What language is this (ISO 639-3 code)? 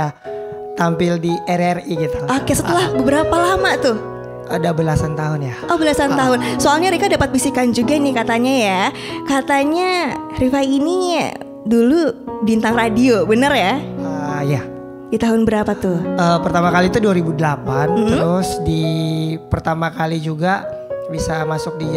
ind